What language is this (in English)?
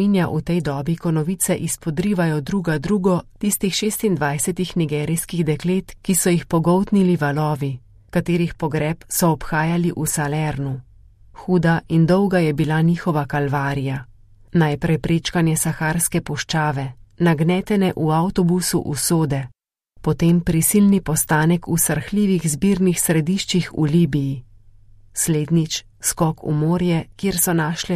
Slovenian